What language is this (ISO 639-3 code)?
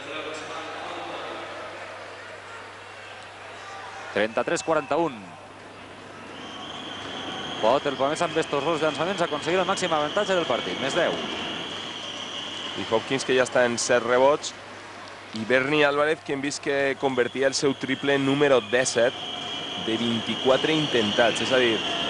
cat